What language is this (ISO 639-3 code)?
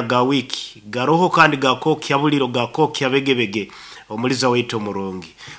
nyo